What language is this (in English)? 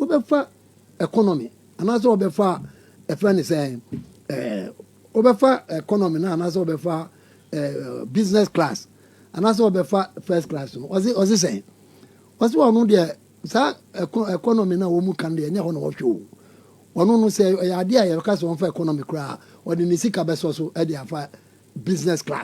Akan